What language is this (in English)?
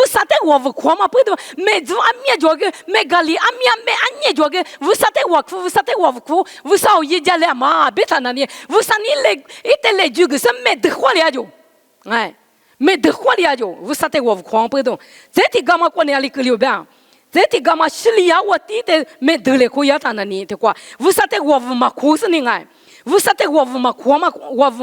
Lisu